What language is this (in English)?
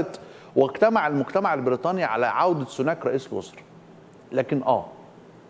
Egyptian Arabic